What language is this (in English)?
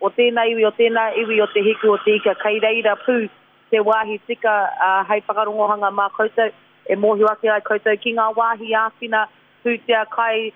Māori